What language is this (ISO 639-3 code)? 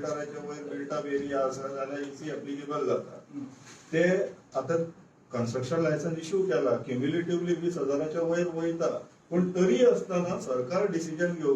kok